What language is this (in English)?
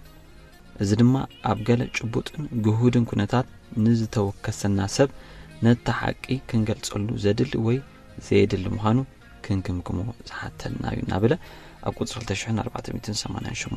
Tigrinya